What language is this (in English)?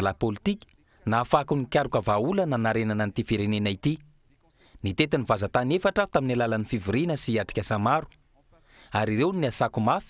Malagasy